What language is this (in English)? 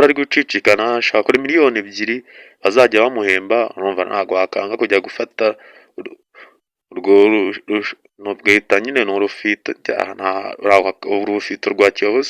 Kinyarwanda